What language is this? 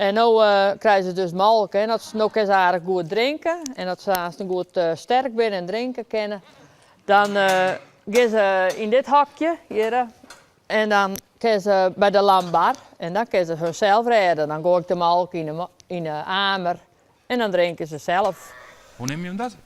Western Frisian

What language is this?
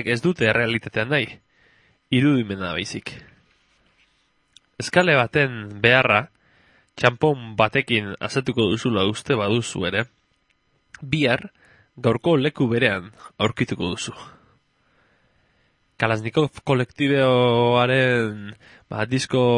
Basque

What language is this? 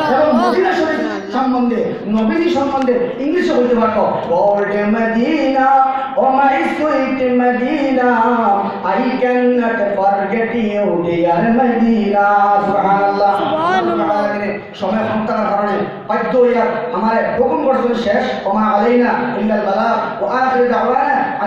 Sylheti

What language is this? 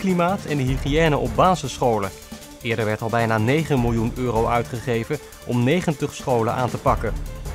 Dutch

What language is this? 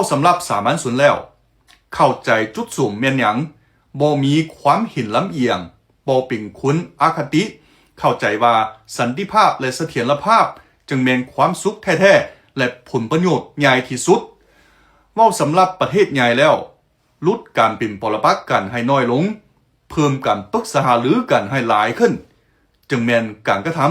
Lao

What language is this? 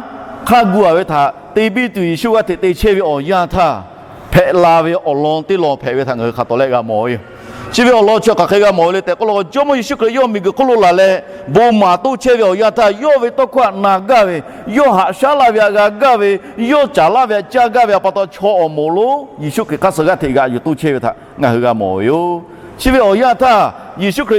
Lahu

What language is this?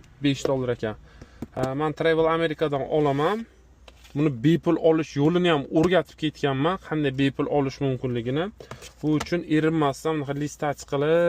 Uzbek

